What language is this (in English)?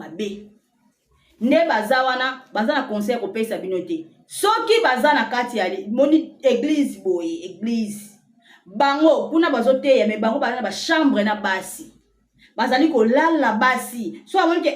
Lingala